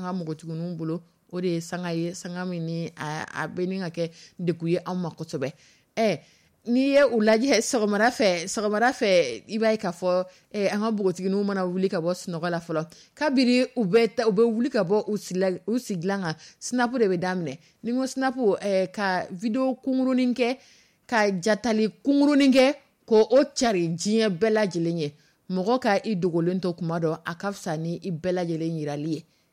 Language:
Dyula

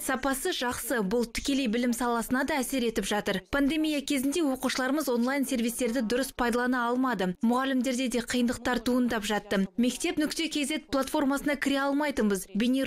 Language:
Kazakh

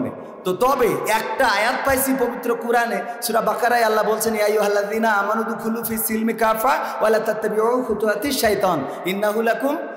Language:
Bangla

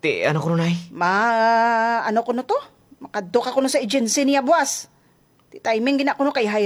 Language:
Hiligaynon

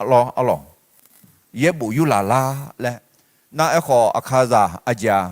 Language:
Akha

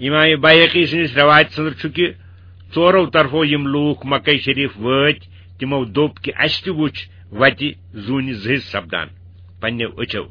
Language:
Kashmiri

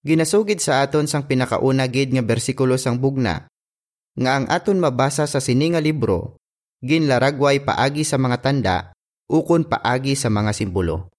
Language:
Hiligaynon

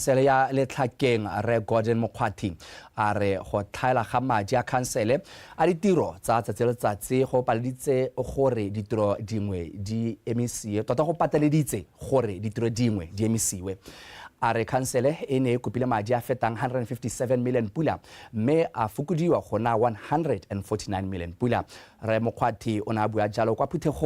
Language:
Tswana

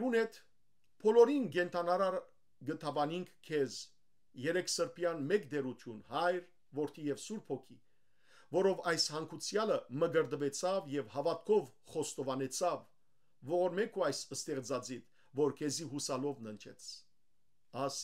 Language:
Western Armenian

